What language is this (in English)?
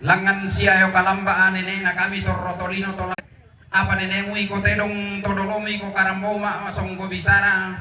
Toraja-Sa'dan